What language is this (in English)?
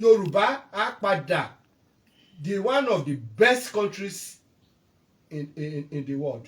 Yoruba